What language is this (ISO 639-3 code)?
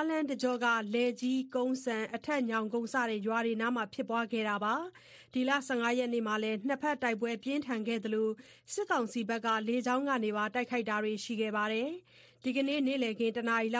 mya